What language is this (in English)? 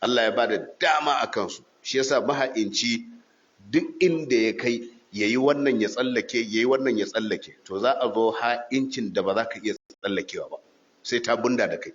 Hausa